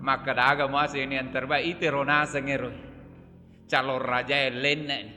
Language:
Buginese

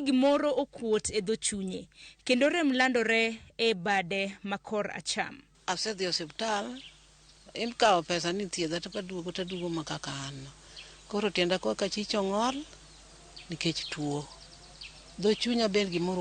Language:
Luo (Kenya and Tanzania)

